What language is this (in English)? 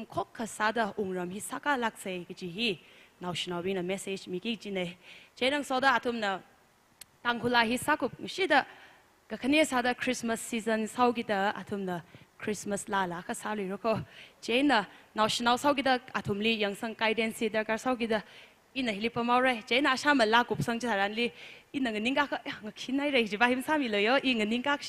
Tangkhul Naga (India)